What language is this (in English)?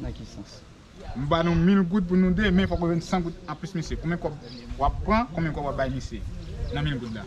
Haitian Creole